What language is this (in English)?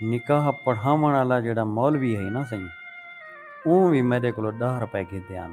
Saraiki